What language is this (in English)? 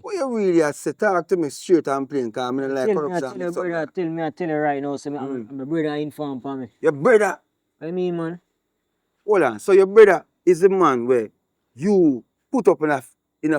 Jamaican Creole English